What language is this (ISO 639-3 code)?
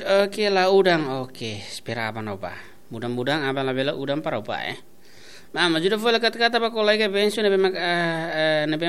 tet